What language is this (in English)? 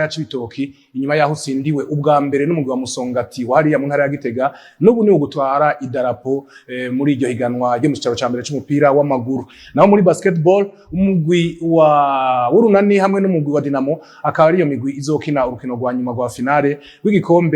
Rundi